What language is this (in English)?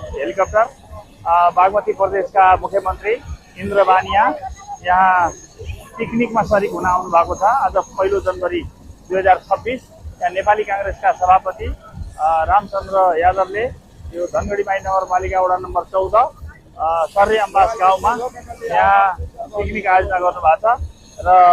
Nepali